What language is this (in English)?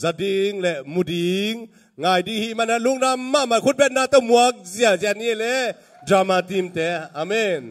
Tedim Chin